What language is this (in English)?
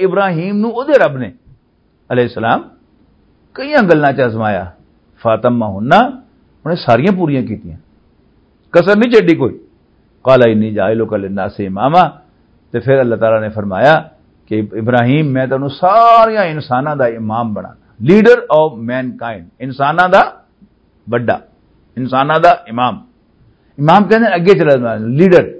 Western Panjabi